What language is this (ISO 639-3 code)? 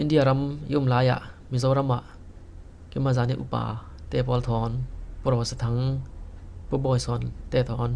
cfm